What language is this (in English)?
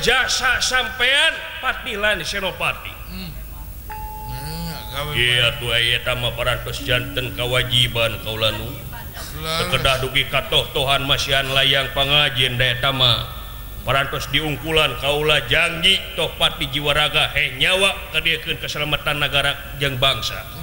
Sundanese